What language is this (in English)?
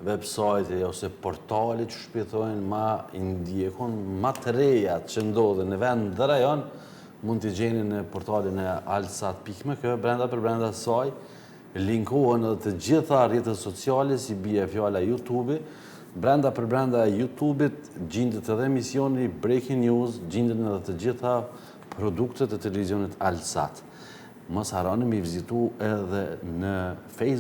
Albanian